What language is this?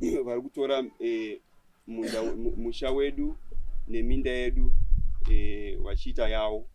Shona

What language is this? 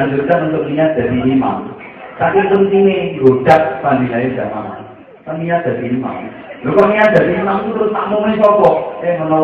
Javanese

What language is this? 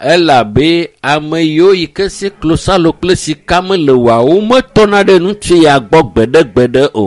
Ewe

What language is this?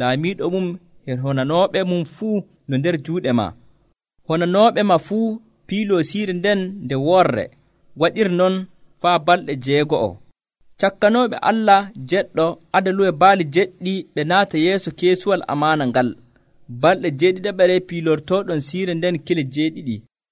Nigerian Fulfulde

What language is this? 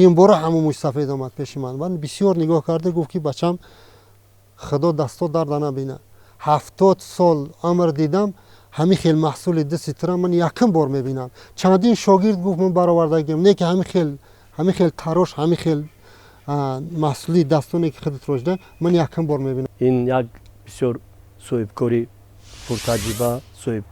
Tajik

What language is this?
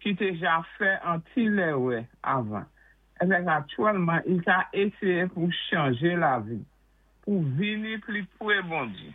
Saint Lucian Creole French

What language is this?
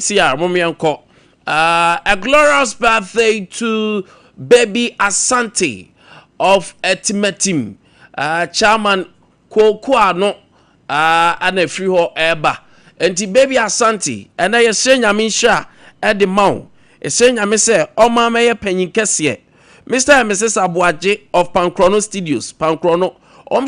Akan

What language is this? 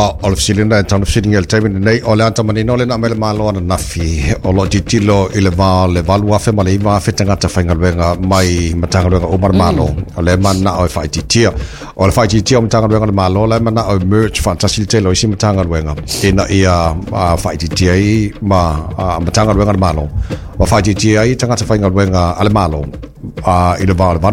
Samoan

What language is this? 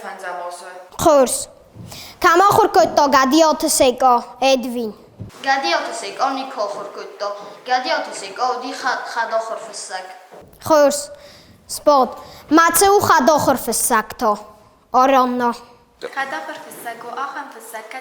Ossetic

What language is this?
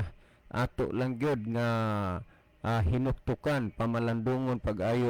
Cebuano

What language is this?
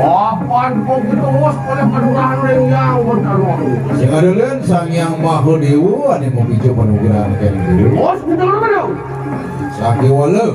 Balinese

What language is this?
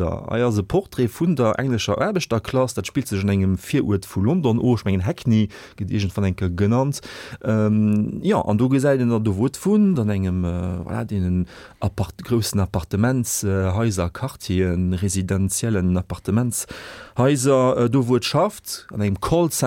Luxembourgish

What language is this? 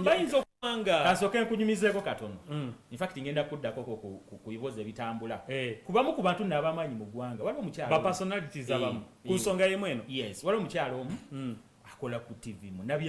Ganda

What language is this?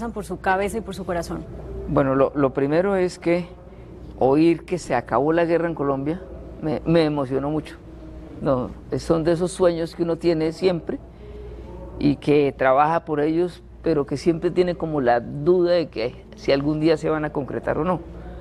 Spanish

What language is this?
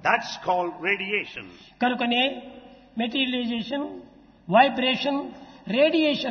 Telugu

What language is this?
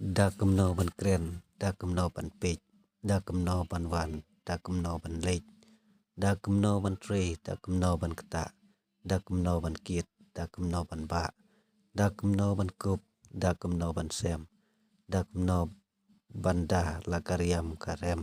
Khasi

